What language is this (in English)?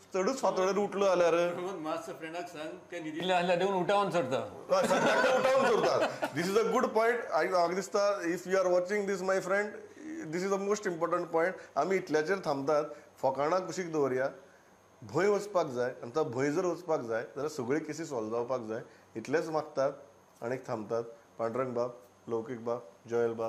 Konkani